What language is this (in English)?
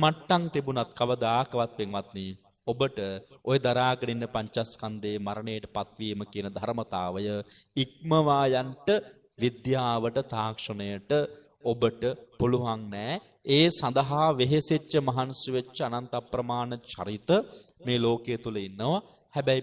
Sinhala